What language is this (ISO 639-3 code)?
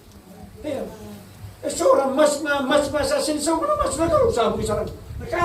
fij